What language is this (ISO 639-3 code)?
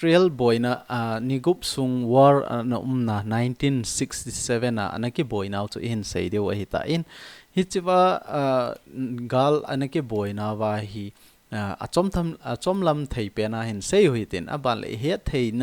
tcz